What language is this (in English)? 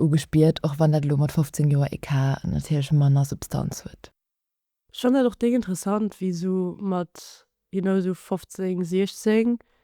Luxembourgish